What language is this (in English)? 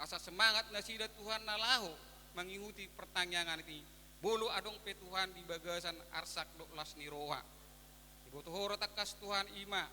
Batak Toba